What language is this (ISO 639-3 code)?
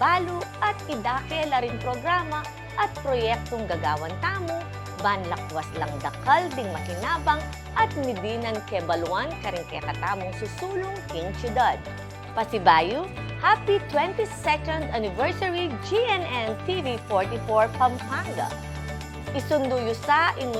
pam